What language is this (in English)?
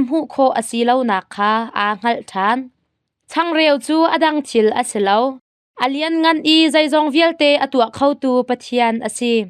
Hakha Chin